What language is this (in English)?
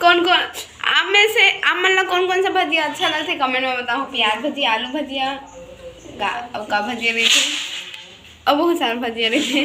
Chhattisgarhi